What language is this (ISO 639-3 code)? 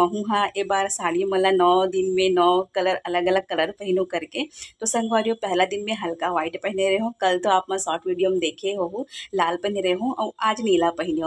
hne